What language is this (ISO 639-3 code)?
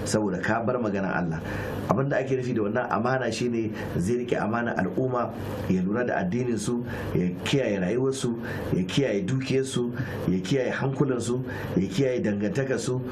hau